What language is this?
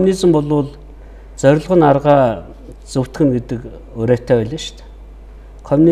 Mongolian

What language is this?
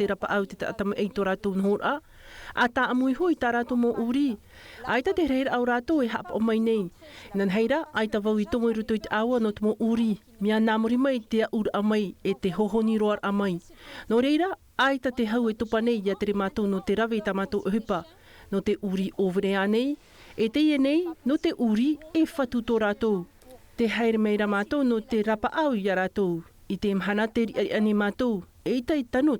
Tahitian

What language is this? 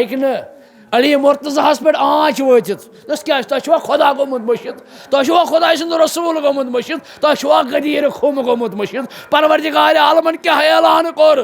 Kashmiri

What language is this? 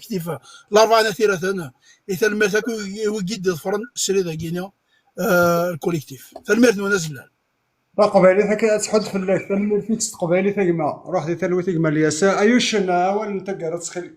Kabyle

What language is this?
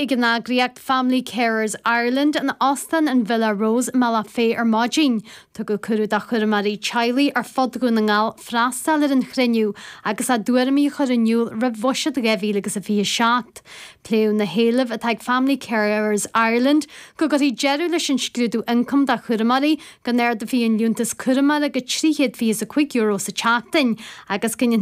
Irish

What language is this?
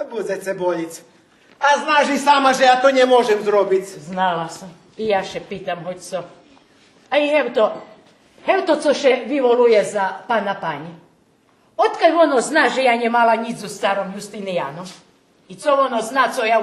Rusyn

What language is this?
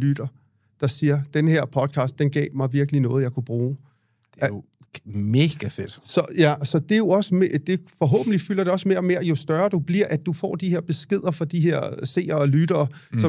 Danish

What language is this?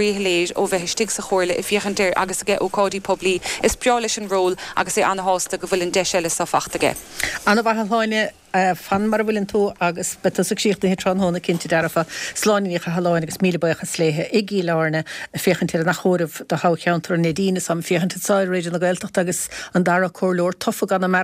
Irish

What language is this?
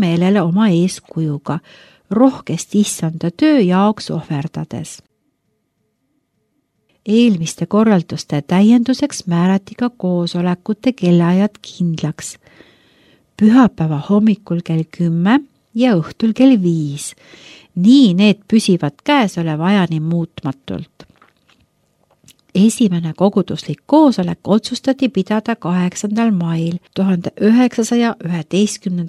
Estonian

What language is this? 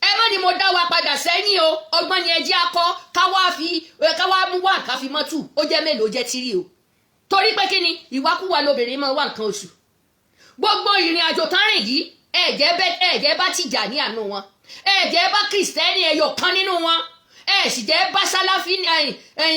Yoruba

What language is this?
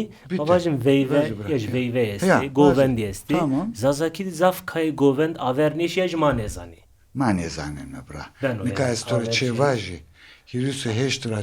Zaza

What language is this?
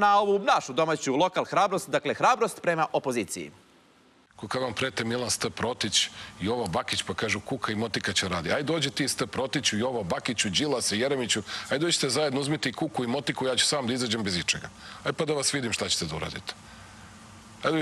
Serbian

